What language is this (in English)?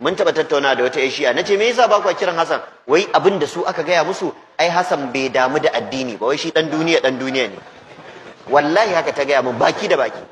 Hausa